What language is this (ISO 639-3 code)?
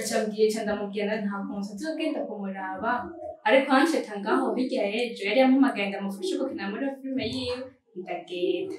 run